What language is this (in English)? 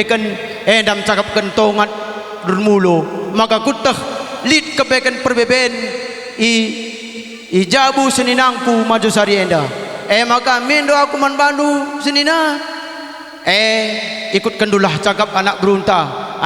Batak Karo